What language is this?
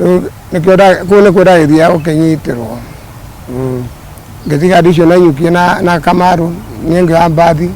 Kikuyu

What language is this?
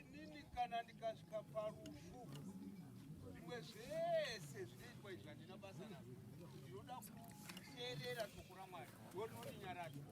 Shona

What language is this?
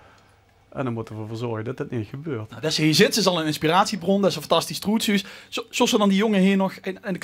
Limburgish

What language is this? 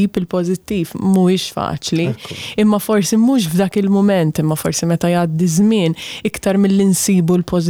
Maltese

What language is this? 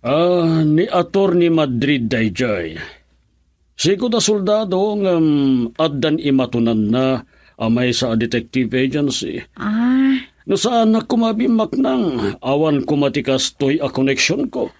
Iloko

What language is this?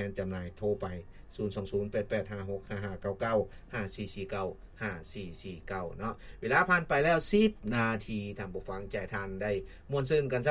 Lao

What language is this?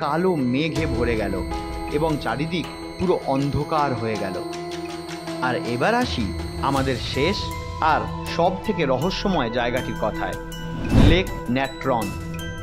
Bangla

